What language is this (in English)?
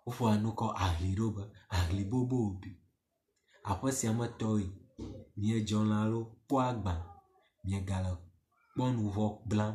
Ewe